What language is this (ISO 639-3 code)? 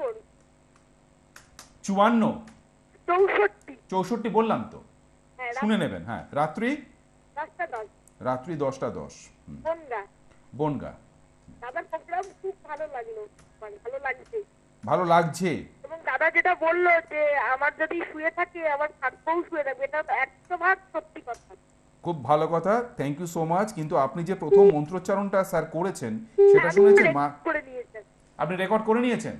ben